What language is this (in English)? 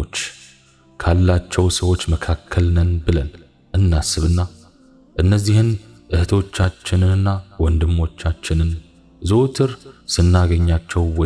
Amharic